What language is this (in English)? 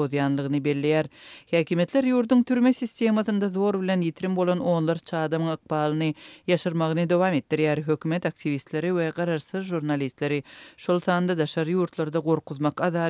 Turkmen